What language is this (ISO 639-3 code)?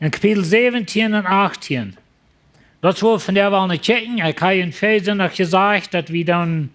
pdt